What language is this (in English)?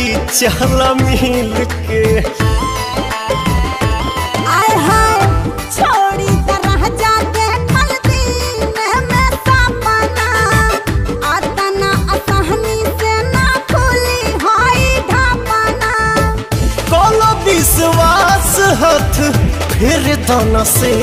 Bhojpuri